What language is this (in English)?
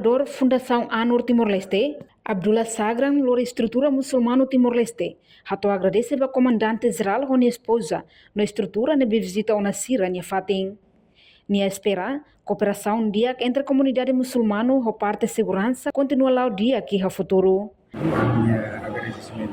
Tetum